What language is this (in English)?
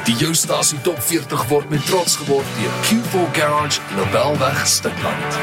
Afrikaans